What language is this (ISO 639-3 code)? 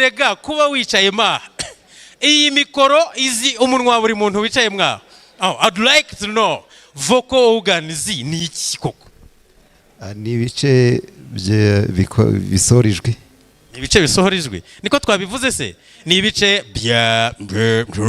kin